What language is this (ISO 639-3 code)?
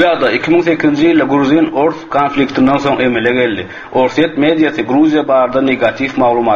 tuk